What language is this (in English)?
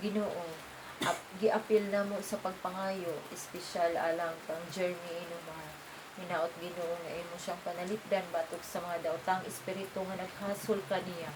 Cebuano